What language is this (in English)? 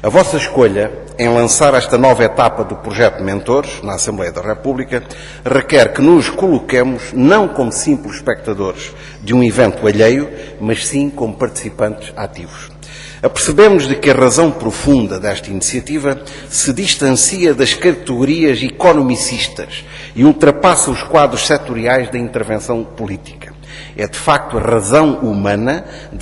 Portuguese